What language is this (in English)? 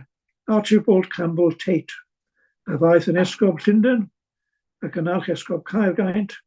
Welsh